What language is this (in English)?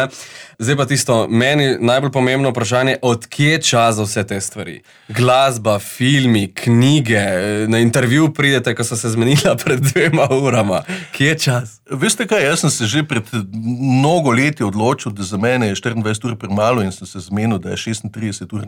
Slovenian